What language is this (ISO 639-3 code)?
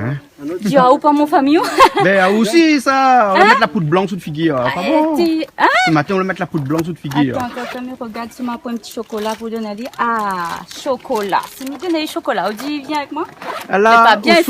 rcf